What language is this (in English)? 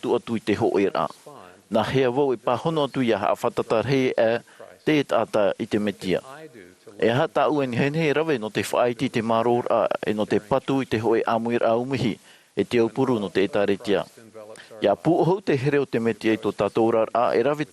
Tahitian